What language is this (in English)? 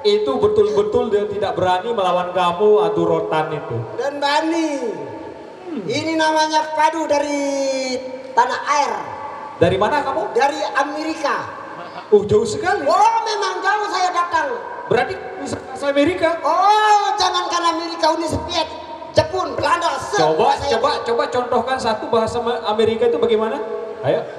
Sasak